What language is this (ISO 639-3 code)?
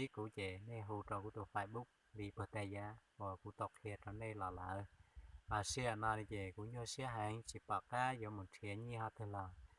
hmn